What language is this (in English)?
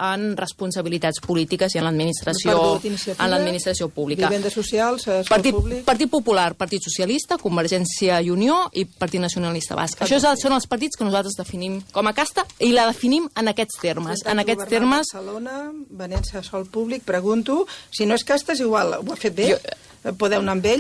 Catalan